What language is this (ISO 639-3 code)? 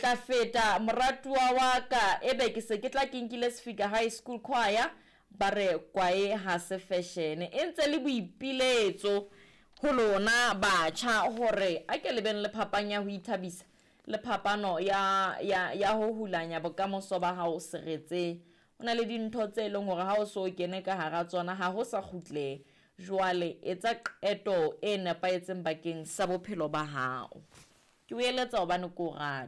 sot